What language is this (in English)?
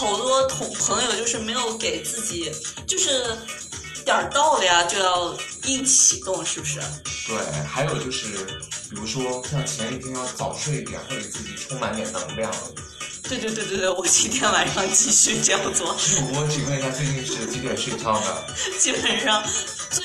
Chinese